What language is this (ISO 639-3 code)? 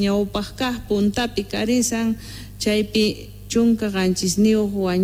que